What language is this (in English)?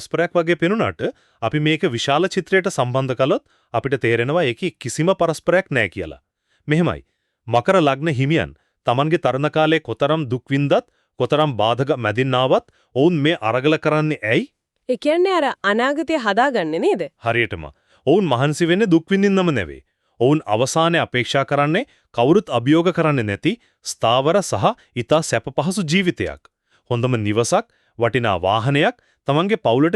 Sinhala